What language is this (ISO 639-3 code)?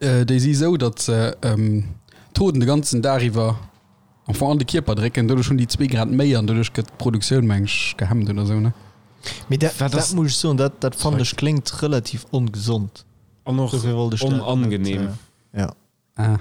ltz